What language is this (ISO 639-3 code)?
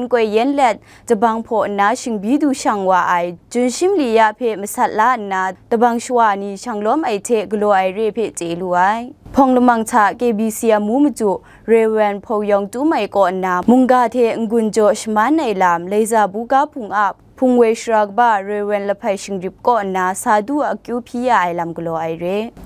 kac